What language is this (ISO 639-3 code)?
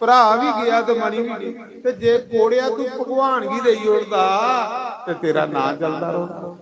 doi